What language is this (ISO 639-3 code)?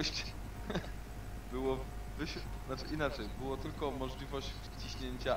pol